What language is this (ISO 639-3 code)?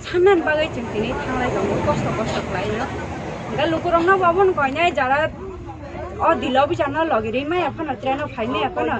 trp